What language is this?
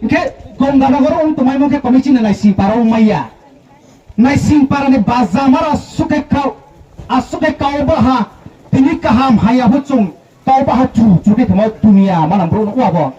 Riang (India)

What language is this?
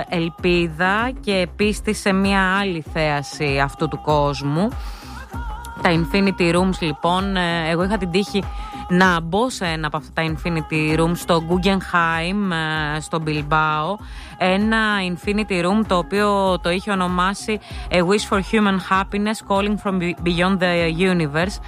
Greek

